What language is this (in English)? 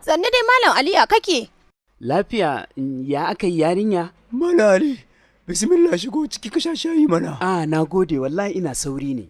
Hausa